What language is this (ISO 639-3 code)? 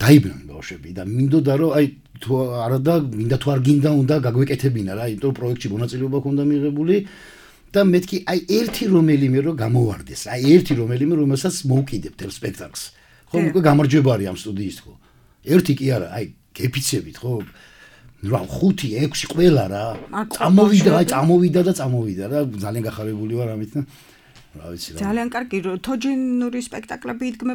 kat